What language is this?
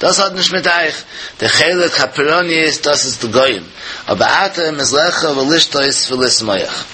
Yiddish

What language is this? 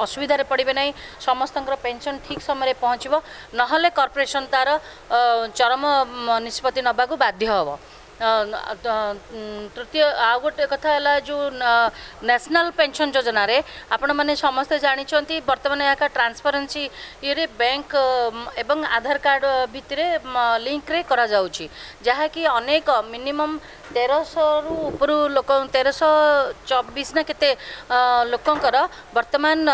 Odia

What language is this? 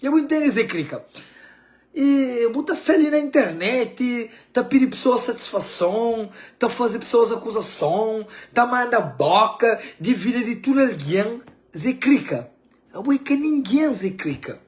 Kabuverdianu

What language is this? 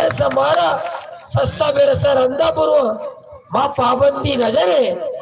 Baluchi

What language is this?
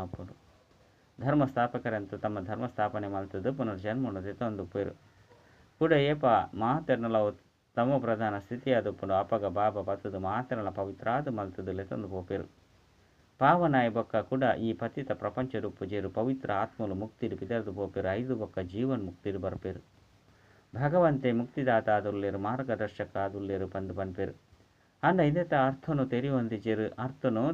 Tulu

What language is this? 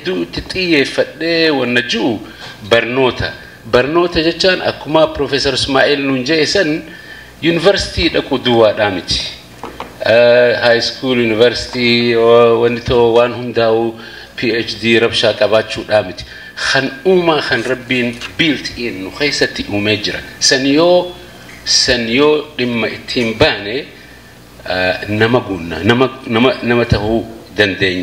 Oromo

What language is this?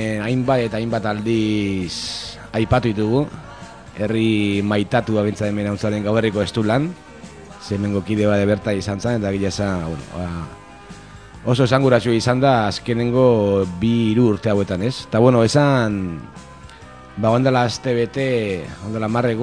Basque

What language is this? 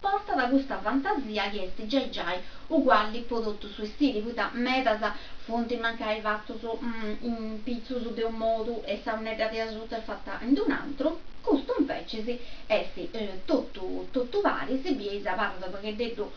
Sardinian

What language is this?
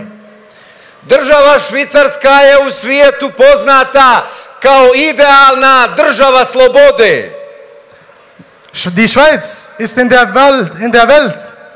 Bosnian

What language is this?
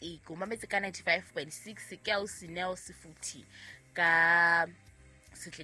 Southern Sotho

